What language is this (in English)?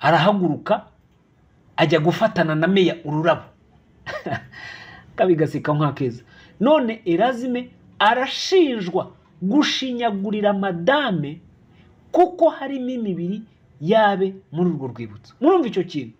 Kinyarwanda